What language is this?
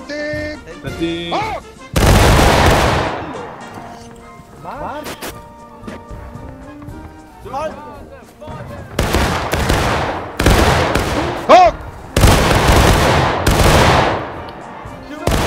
Italian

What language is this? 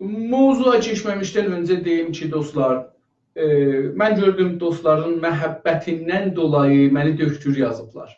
South Azerbaijani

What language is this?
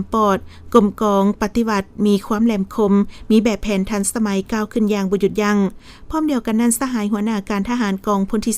Lao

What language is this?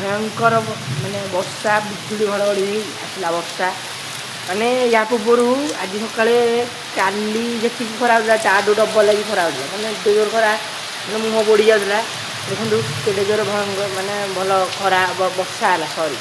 Odia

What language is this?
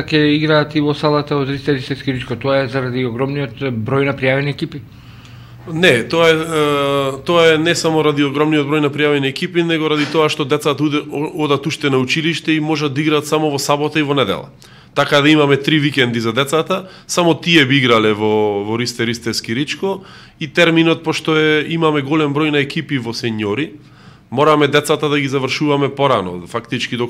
Macedonian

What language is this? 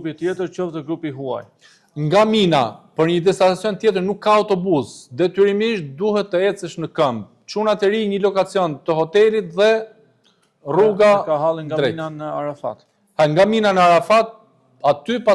Albanian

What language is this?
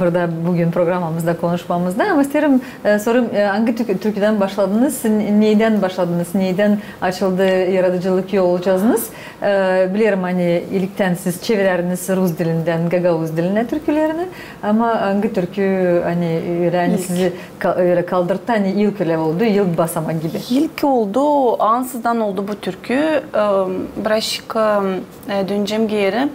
Gagauz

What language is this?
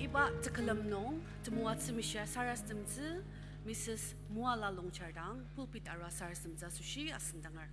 Ao Naga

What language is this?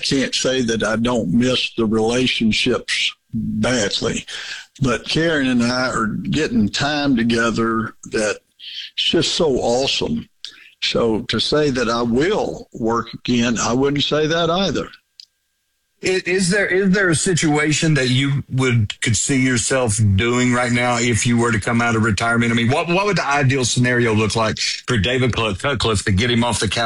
English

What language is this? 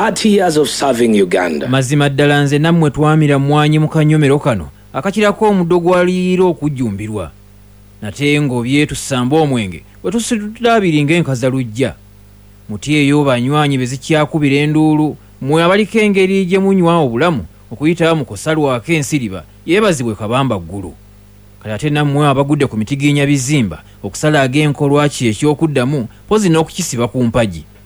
Ganda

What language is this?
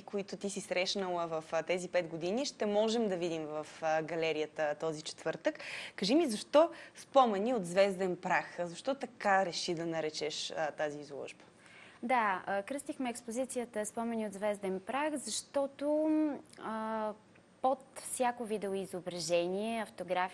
Bulgarian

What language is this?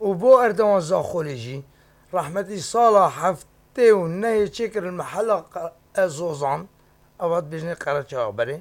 Kurdish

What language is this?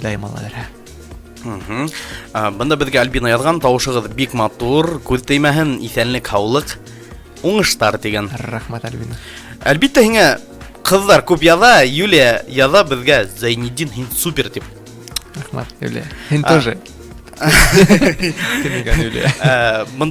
Bashkir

